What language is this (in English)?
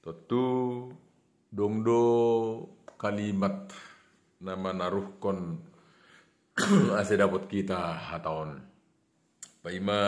Batak Simalungun